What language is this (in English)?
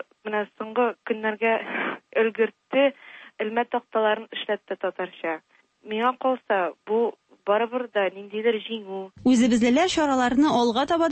Tatar